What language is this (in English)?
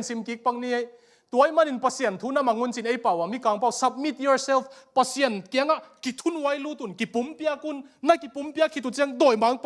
Tedim Chin